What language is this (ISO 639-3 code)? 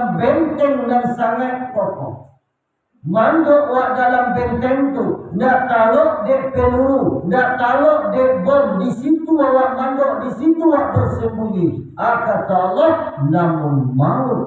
min